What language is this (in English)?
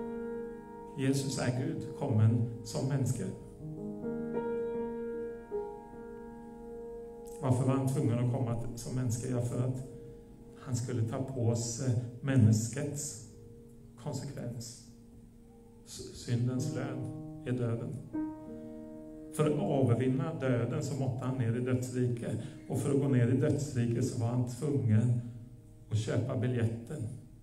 Norwegian